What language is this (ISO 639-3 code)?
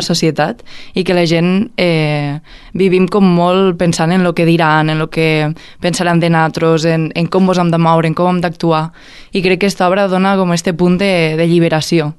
cat